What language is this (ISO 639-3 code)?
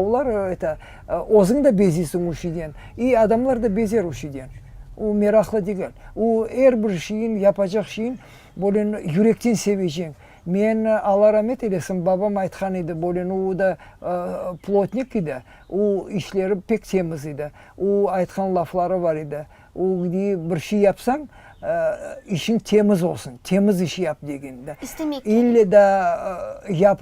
crh